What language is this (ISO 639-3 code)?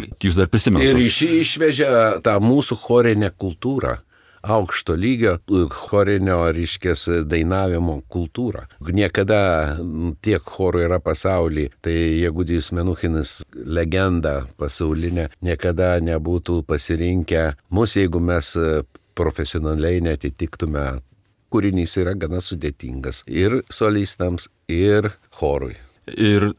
lit